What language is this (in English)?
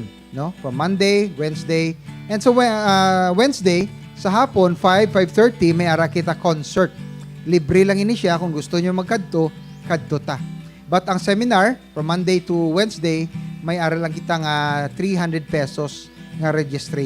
Hiligaynon